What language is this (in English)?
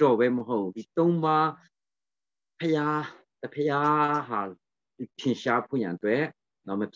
Burmese